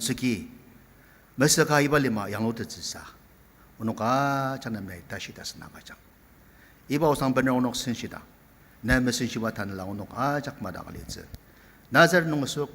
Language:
Ao Naga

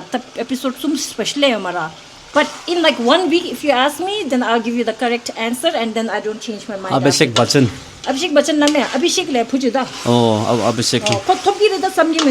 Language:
Tibetan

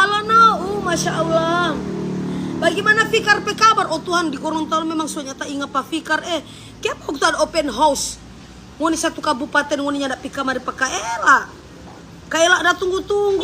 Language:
Manado Malay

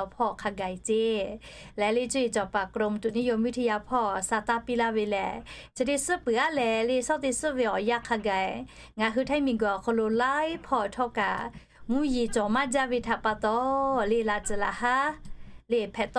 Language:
Lahu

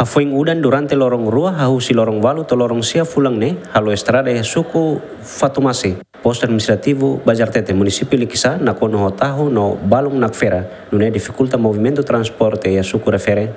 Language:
Tetum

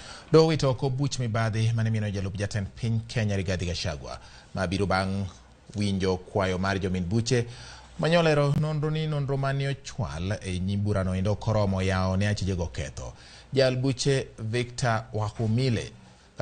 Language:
Luo (Kenya and Tanzania)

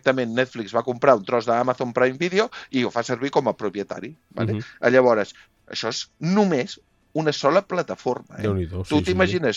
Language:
Catalan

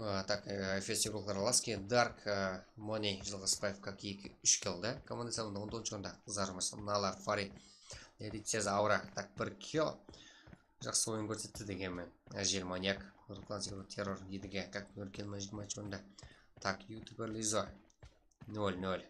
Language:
Kara-Kalpak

